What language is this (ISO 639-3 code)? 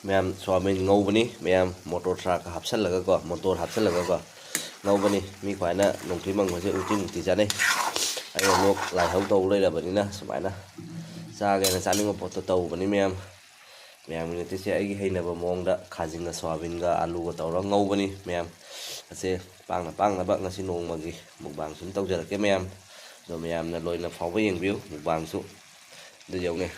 mni